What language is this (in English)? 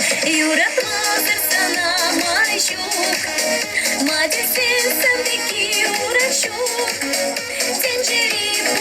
Chuvash